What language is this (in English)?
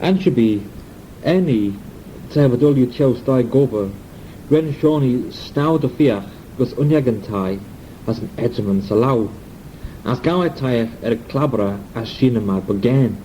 Manx